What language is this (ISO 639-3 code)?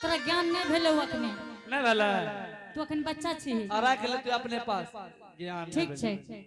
anp